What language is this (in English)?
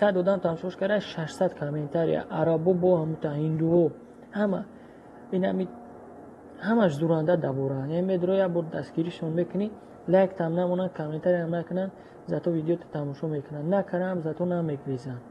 Tajik